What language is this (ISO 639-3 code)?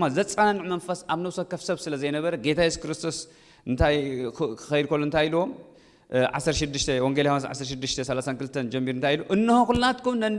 tir